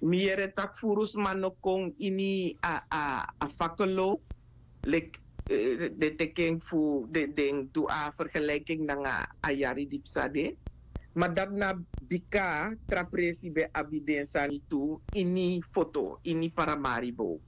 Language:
Sranan Tongo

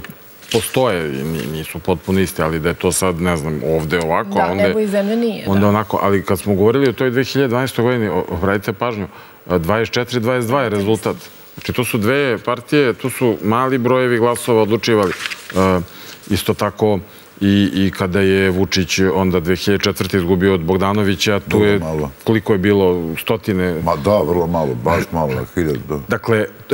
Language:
Serbian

